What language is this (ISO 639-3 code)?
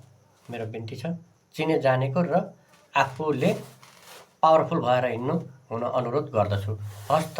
nep